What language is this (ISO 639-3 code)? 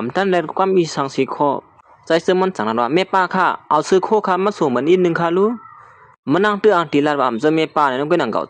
shn